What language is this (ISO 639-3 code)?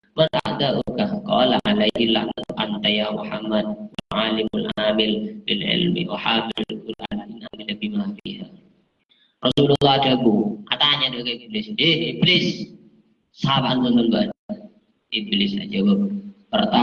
mad